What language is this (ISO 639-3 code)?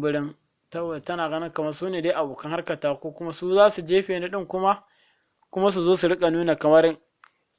hau